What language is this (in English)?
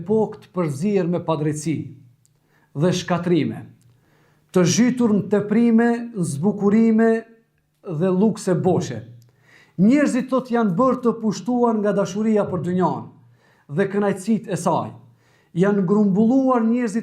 Albanian